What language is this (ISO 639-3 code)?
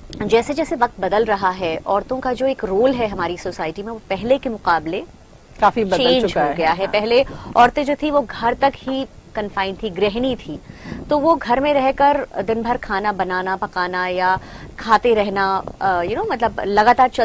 hin